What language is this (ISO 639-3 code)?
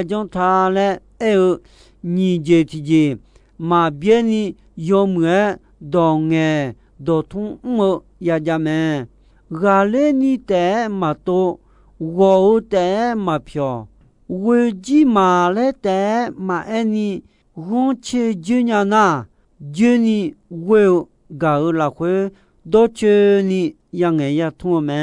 ahk